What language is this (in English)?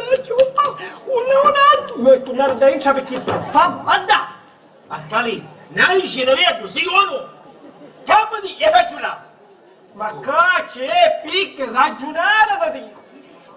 Sicilian